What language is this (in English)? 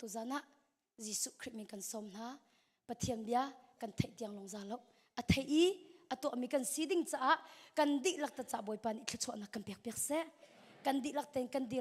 Hakha Chin